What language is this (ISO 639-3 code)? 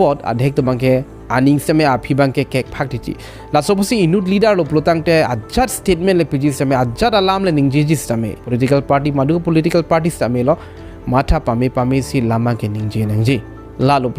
mjw